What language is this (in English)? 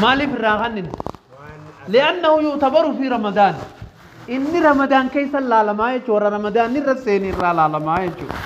Oromo